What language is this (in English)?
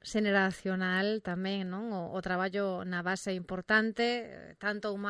Galician